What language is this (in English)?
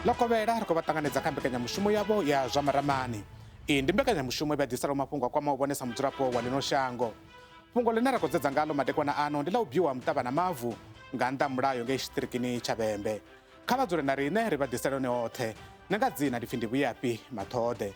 Venda